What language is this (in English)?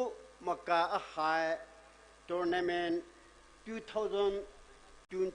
Poumei Naga